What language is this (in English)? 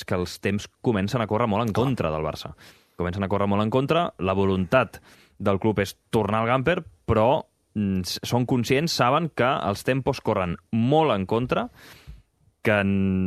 Catalan